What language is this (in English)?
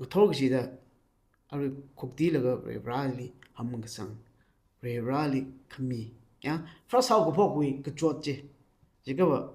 Tangkhul Naga (India)